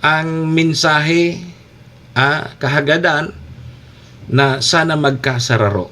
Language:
Bikol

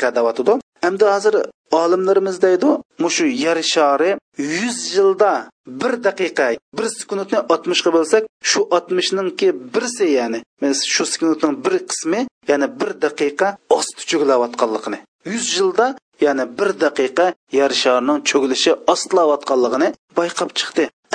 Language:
Uyghur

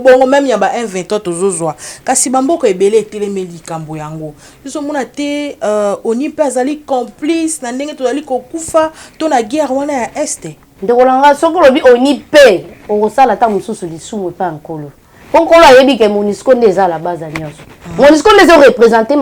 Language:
Lingala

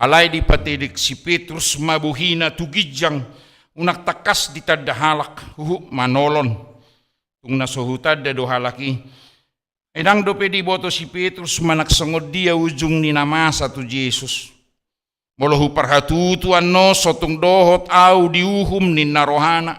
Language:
Batak Toba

